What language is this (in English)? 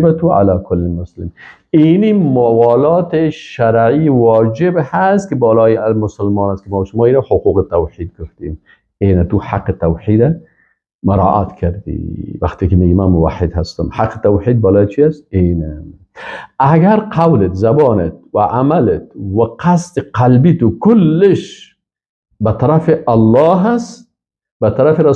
Persian